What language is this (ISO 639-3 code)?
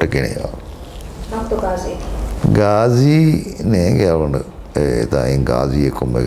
div